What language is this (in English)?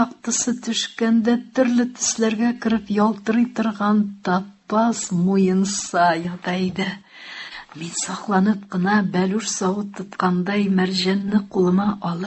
Tatar